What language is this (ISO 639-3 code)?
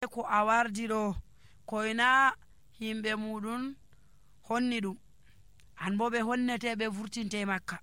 fuv